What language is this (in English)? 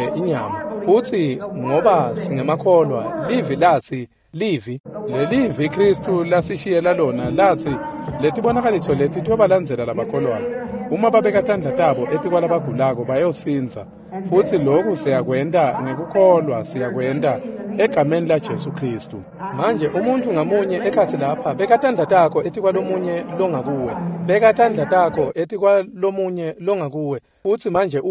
Swati